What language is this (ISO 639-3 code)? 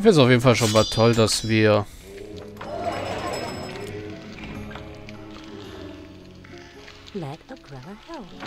deu